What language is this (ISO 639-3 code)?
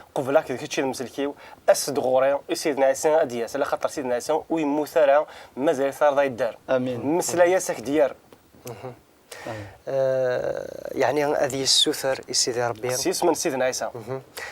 kab